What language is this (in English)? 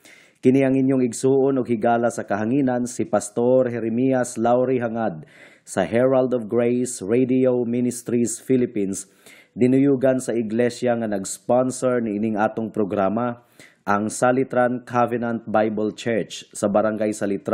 Cebuano